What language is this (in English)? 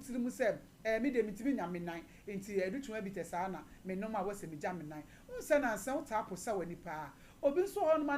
Akan